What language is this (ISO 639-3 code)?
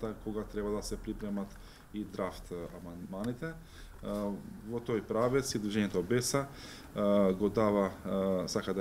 mkd